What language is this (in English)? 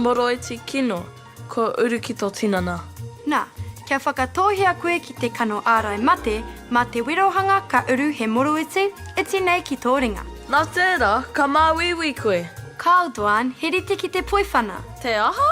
Māori